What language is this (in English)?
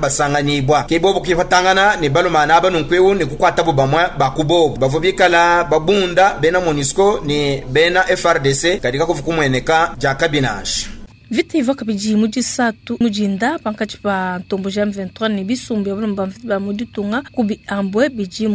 Luba-Lulua